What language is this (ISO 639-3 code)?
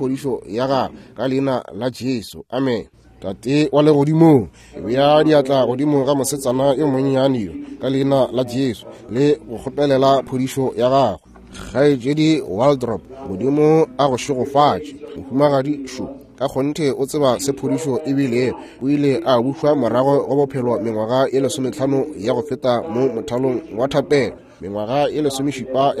nso